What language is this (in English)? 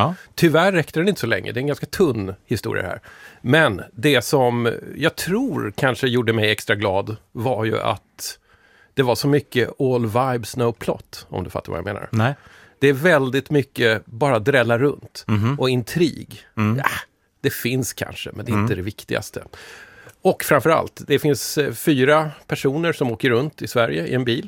Swedish